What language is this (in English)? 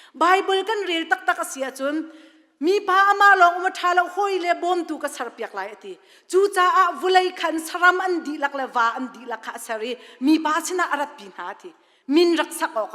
Hakha Chin